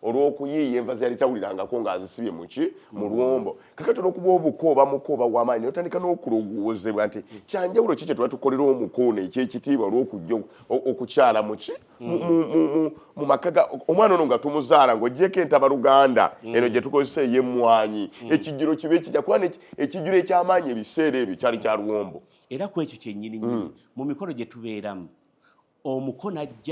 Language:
Ganda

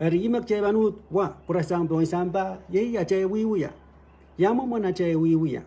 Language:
Pohnpeian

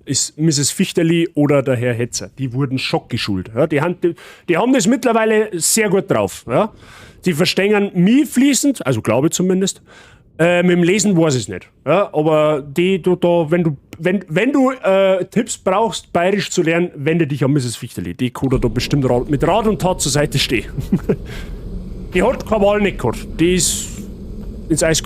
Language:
Bavarian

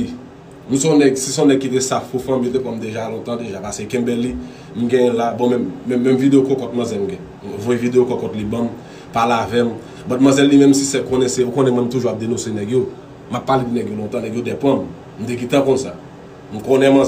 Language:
Haitian Creole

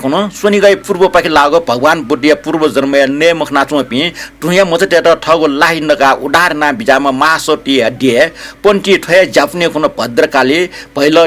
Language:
Newari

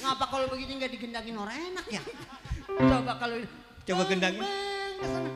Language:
Betawi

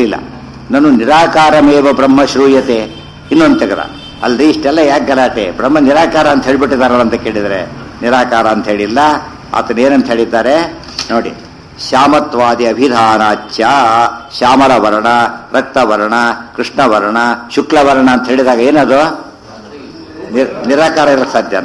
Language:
Kannada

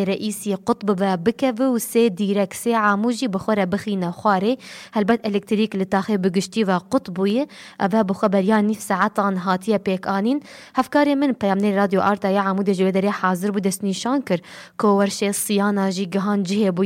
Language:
Kurdish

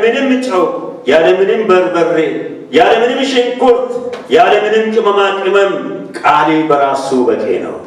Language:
Amharic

